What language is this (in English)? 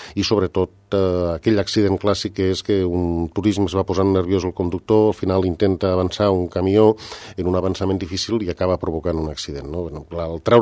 Catalan